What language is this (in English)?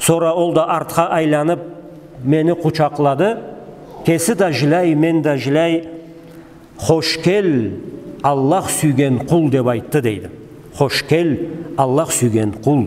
Karachay-Balkar